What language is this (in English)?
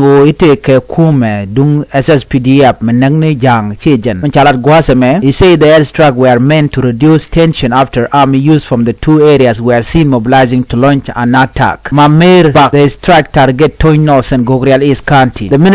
Nuer